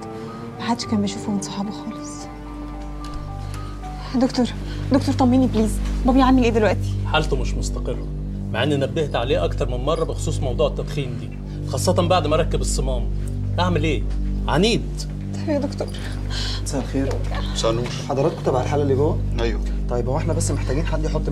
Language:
Egyptian Arabic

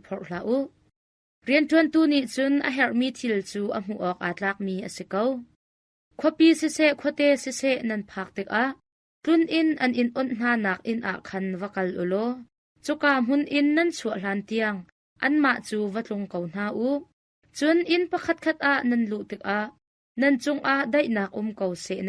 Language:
Hakha Chin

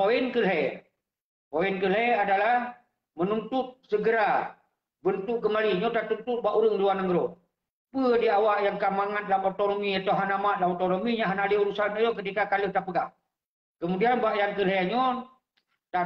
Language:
Achinese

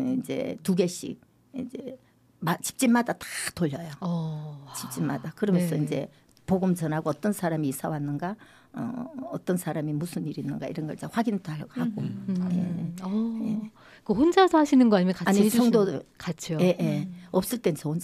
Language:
Korean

